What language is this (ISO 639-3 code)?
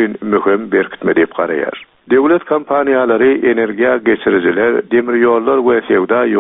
tuk